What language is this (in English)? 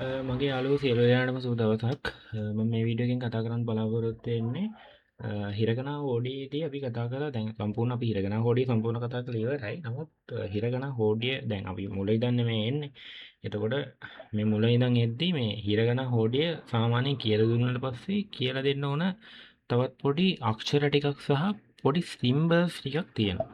Sinhala